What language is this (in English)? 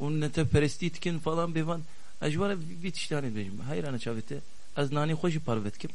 Kurdish